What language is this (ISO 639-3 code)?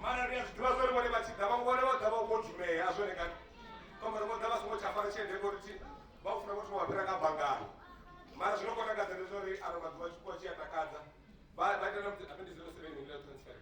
ven